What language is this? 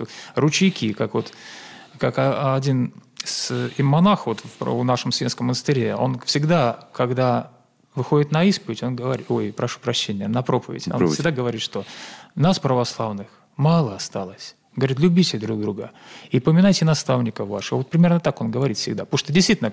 Russian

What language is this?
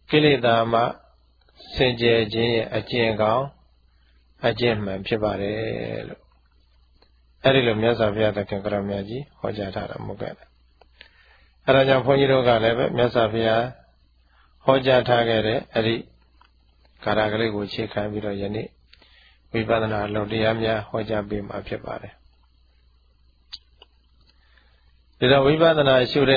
Burmese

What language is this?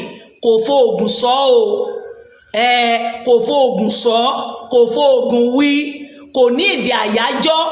Yoruba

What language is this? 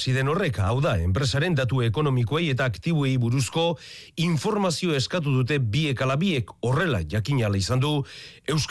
Basque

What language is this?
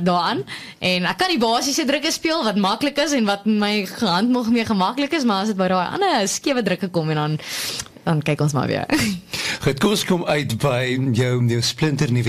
Afrikaans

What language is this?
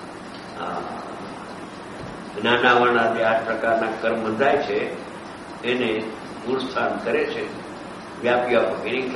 Gujarati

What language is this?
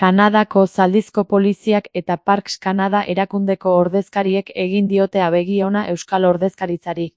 Basque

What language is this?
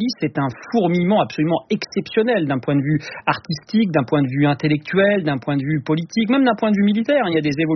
French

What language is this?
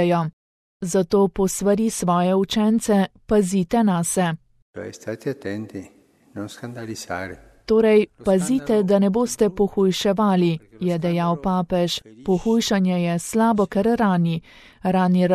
Slovenian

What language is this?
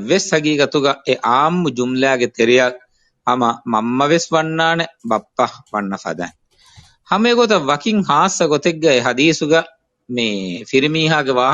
Divehi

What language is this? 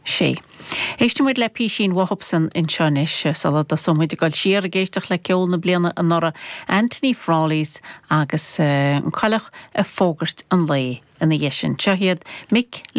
Irish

